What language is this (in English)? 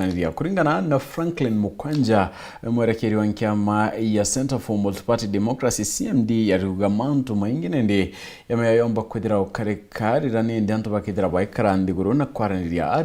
Meru